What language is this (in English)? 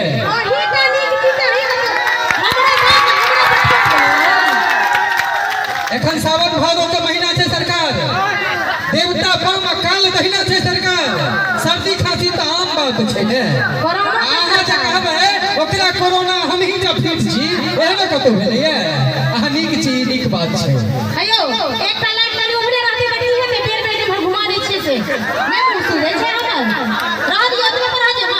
Maithili